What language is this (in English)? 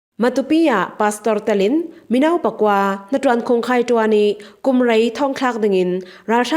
Falam Chin